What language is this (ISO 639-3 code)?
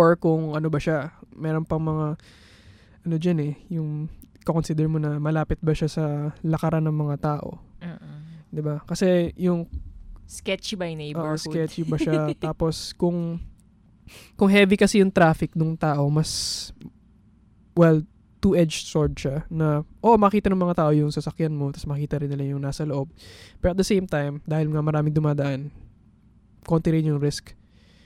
fil